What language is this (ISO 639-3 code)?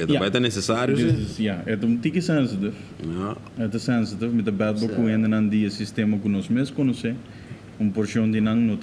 pap